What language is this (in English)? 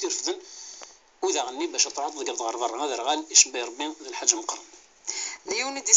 Kabyle